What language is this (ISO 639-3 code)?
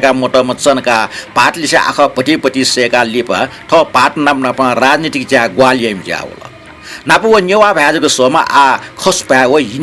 new